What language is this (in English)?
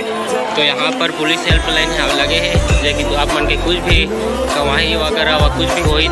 Chhattisgarhi